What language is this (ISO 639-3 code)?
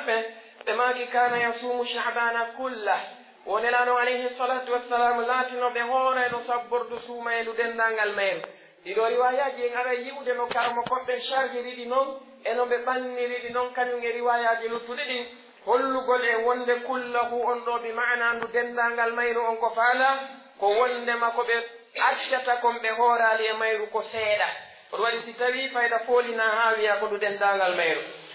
fuf